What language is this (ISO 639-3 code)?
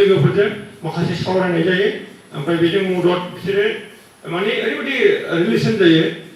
brx